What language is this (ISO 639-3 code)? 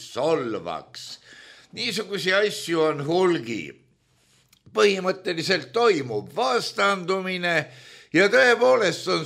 est